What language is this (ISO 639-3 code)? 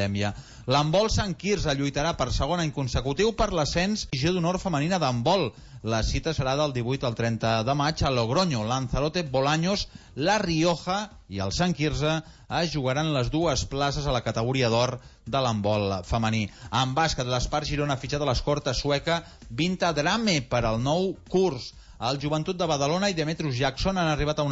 cat